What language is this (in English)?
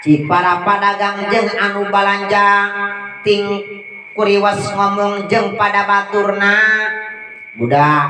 Sundanese